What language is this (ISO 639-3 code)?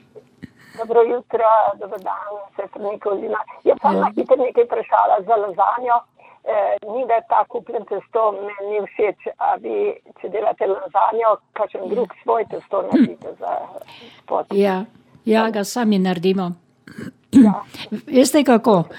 slv